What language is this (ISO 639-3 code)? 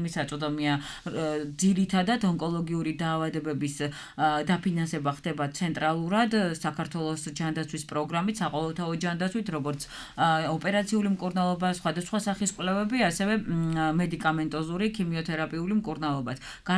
kat